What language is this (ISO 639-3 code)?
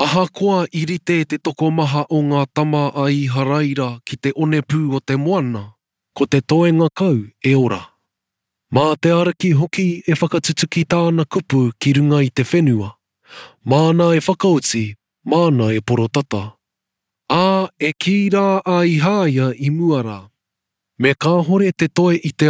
mri